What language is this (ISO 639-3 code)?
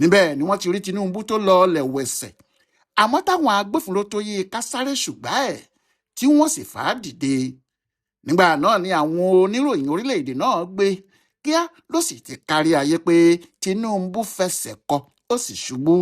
yor